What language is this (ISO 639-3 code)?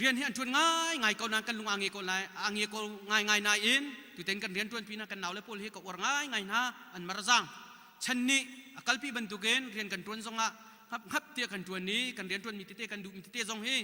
cnh